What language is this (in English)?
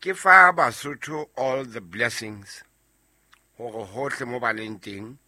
Southern Sotho